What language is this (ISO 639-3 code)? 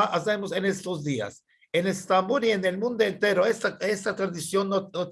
lad